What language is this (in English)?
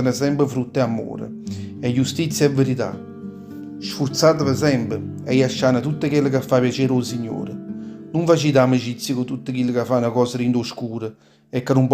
Neapolitan